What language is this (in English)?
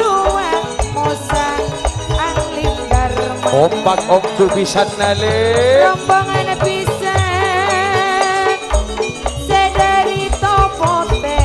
Madurese